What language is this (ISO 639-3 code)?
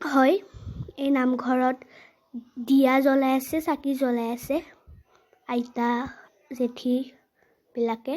asm